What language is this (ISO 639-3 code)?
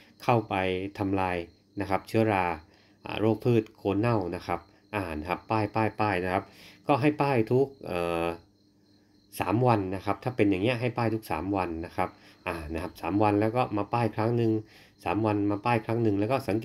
tha